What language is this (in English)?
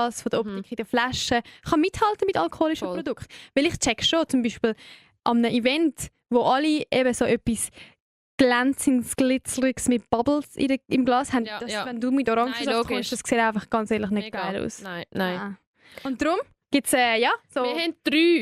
Swiss German